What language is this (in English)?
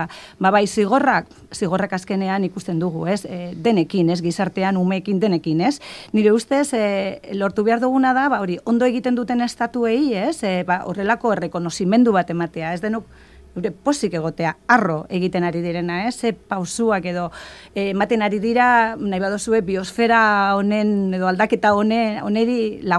Basque